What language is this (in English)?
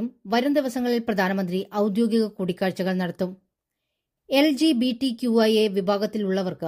Malayalam